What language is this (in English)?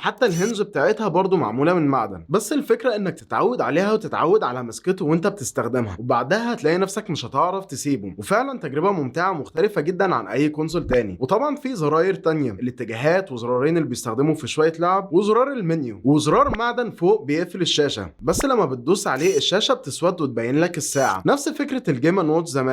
Egyptian Arabic